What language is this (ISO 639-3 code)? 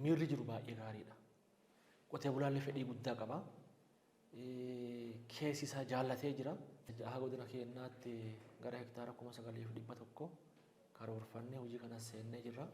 orm